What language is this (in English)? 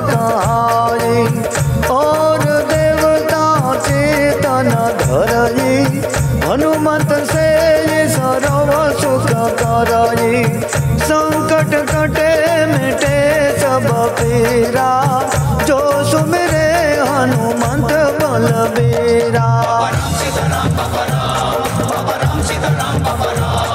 Gujarati